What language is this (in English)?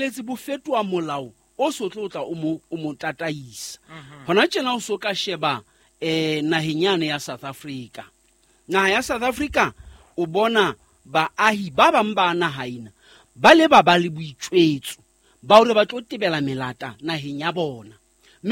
Southern Sotho